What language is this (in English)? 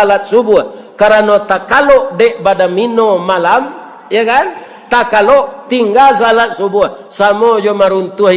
Minangkabau